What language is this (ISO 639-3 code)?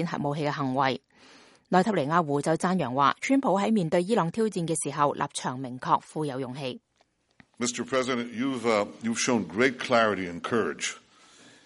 yue